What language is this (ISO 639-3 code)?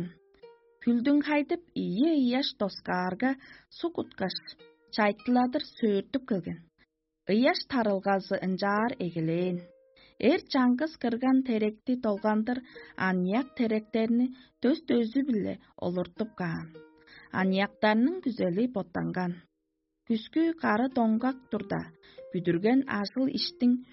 tyv